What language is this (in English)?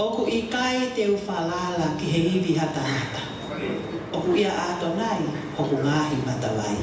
Tongan